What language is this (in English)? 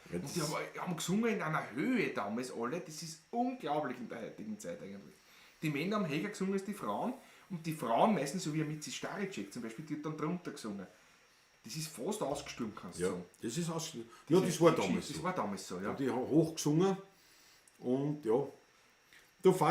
Bavarian